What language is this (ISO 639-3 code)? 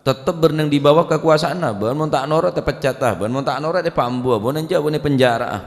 mad